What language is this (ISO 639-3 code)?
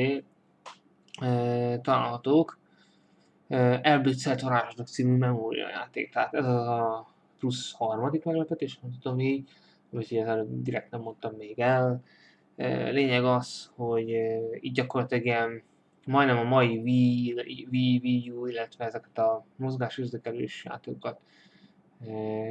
hun